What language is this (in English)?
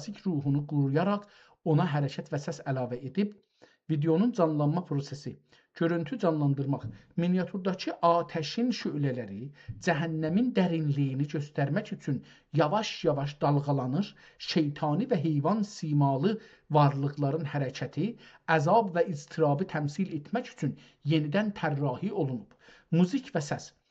South Azerbaijani